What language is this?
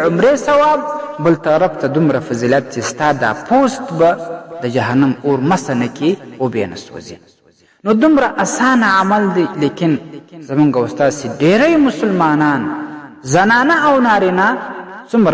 Pashto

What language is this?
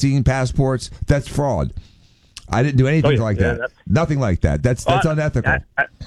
English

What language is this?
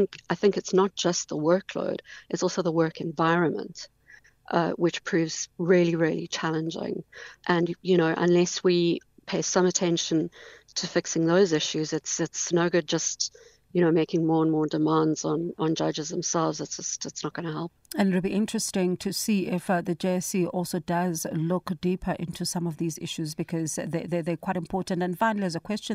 English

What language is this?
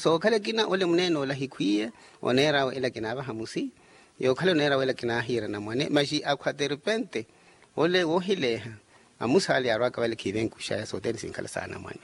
Makhuwa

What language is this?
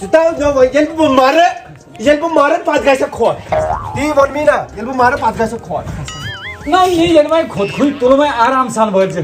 Kashmiri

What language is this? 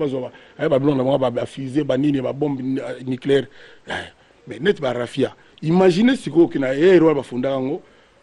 Lingala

